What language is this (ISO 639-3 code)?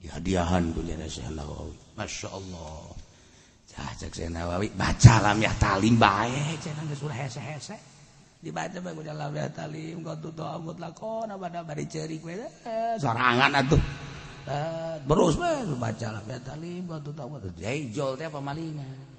sun